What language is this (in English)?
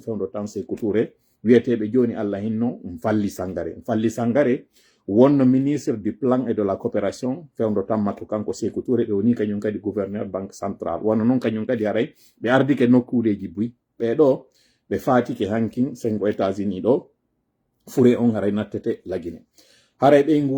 Pular